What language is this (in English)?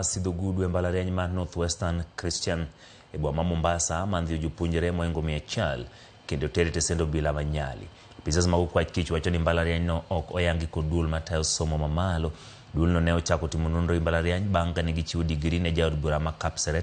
Luo (Kenya and Tanzania)